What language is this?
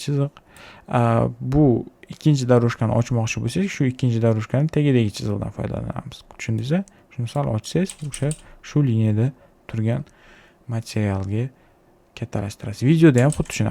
Uzbek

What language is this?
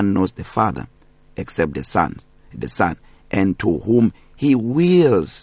English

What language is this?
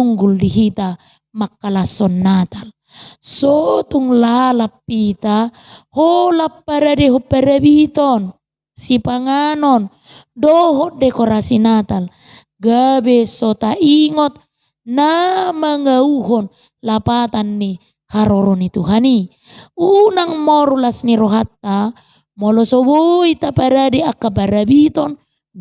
Batak Toba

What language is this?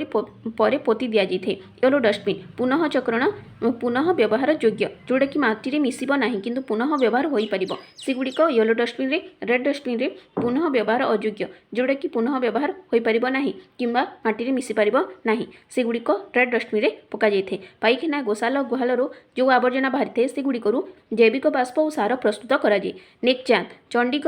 Odia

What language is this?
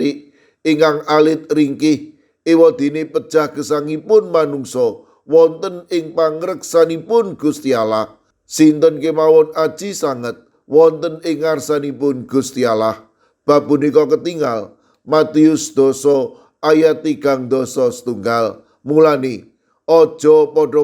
Javanese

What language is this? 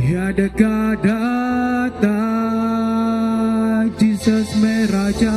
Iban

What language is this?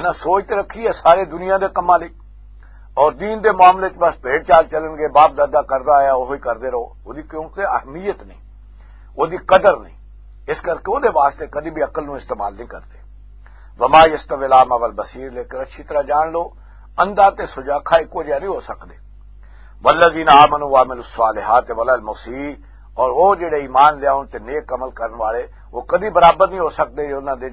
Western Panjabi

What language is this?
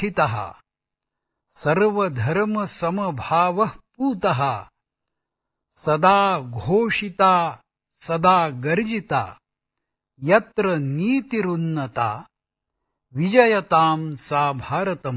Marathi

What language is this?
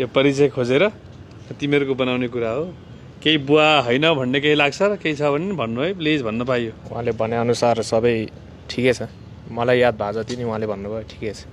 Nepali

